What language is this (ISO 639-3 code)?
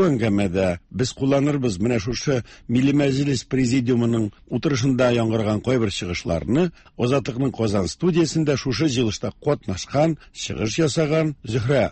tat